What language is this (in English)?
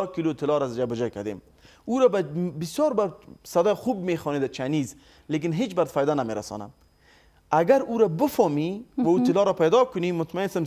Pashto